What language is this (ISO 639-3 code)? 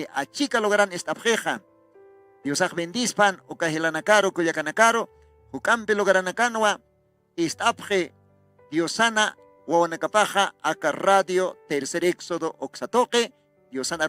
aym